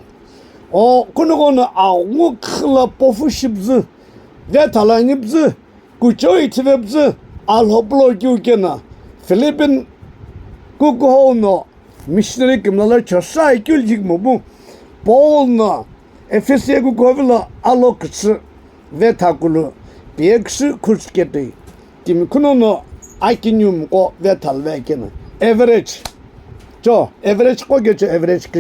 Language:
Sumi Naga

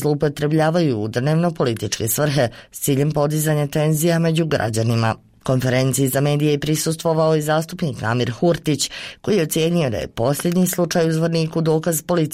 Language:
Serbian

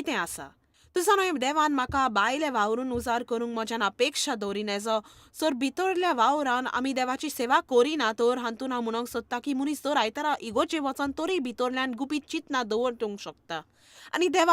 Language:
Konkani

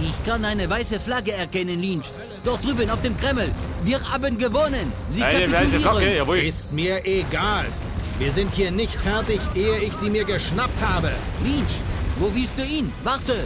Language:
Bavarian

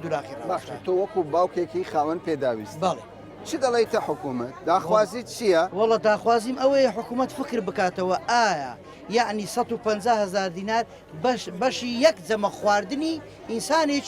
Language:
Central Kurdish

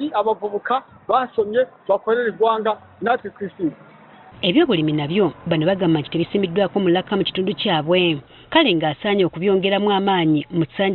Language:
Ganda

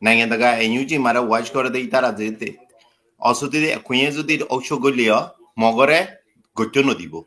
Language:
Rohingya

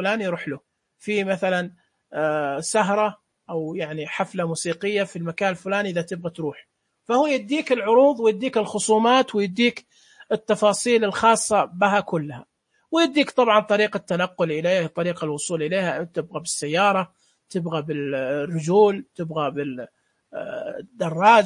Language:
Najdi Arabic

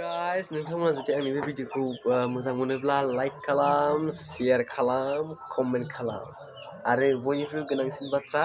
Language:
Bodo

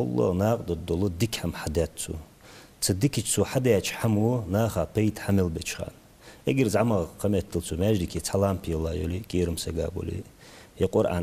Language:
Ingush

